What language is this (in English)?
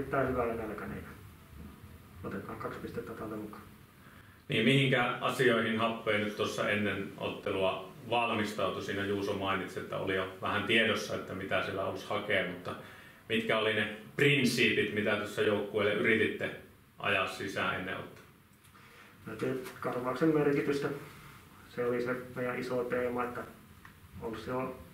Finnish